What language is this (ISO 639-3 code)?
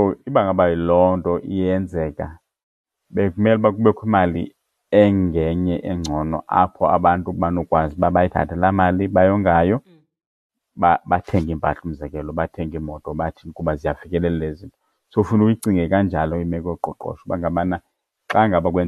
xho